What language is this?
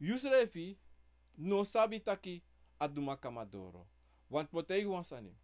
Sranan Tongo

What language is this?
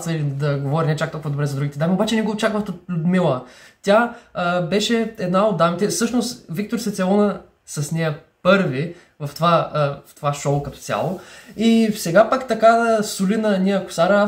Bulgarian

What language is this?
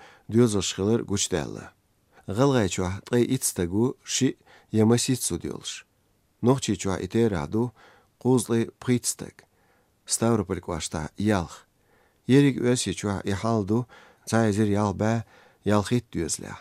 Chechen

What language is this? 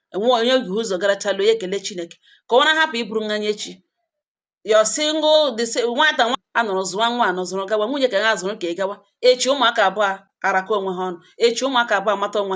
Igbo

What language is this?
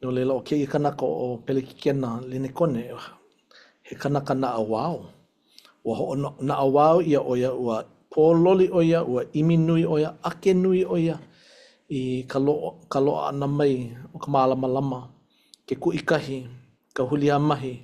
Hawaiian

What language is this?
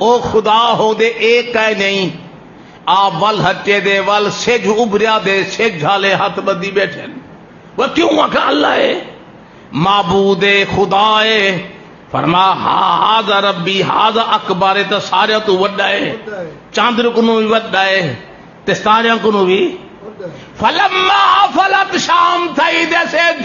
Saraiki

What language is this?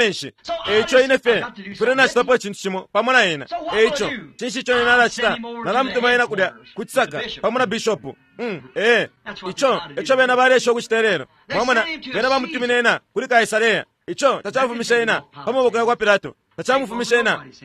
Bemba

